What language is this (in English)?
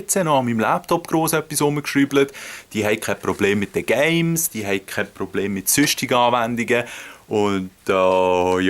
Swiss German